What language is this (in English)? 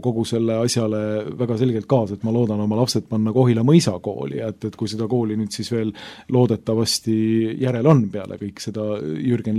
Estonian